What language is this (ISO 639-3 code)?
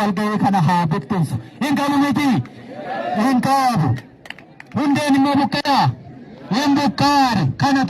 orm